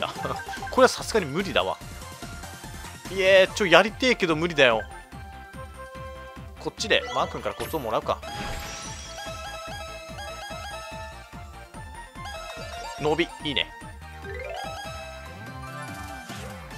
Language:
Japanese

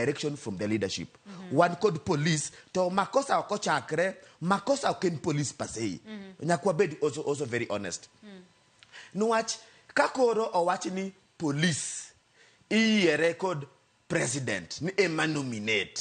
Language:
Luo (Kenya and Tanzania)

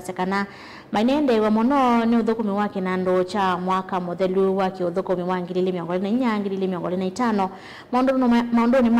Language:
Kamba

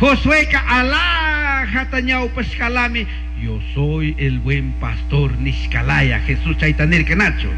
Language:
Chimborazo Highland Quichua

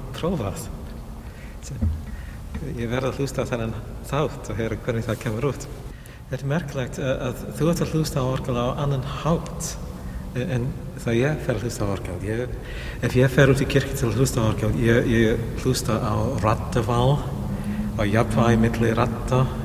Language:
Icelandic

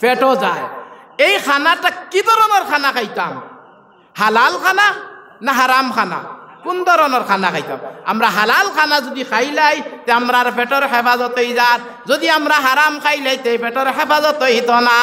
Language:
Sylheti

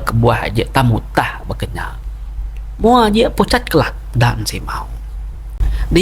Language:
Iban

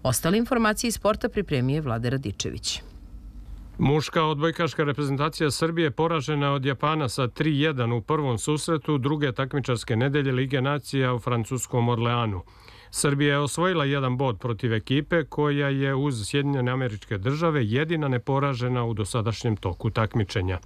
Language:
Serbian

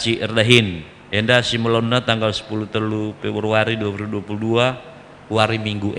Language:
Batak Karo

